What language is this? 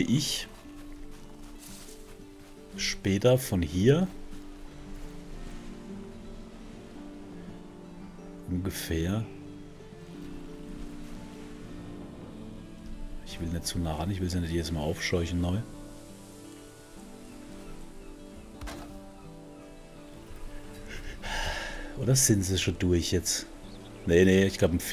German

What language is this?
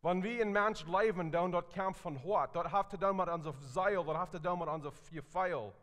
Plautdietsch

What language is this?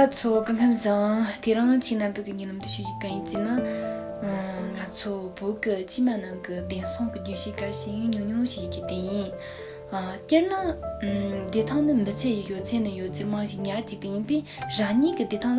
Tibetan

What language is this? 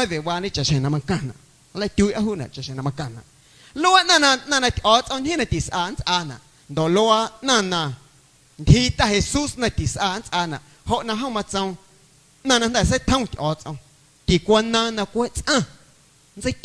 Guerrero Amuzgo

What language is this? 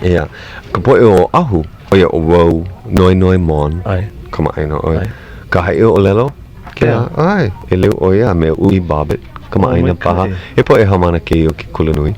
Hawaiian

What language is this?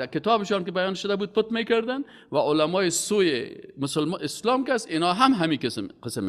Persian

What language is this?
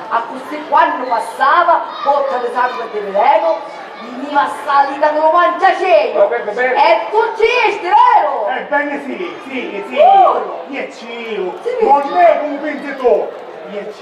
Sicilian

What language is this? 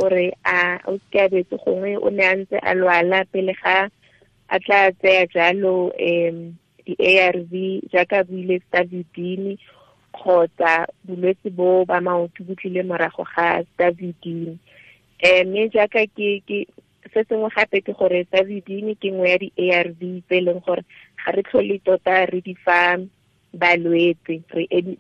Tswana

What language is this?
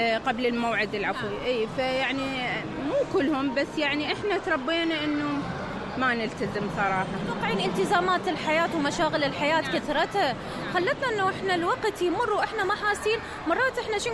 Mesopotamian Arabic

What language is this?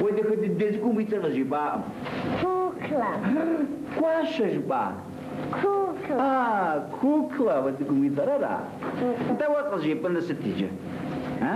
Kabardian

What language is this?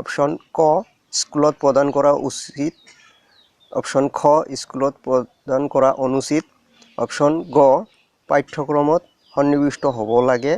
Assamese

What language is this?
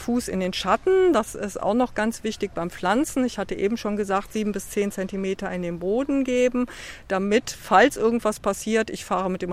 German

